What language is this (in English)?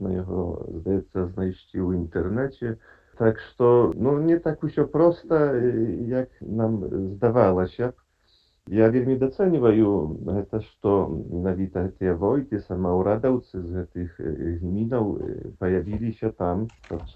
Belarusian